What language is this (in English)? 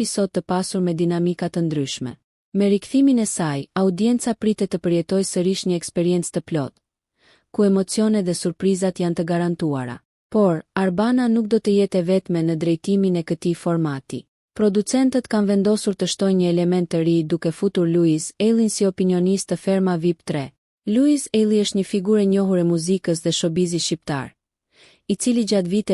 Albanian